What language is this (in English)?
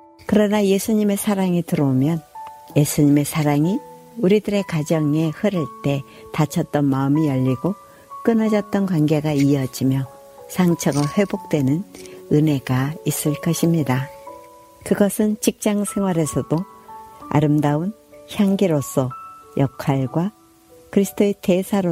Korean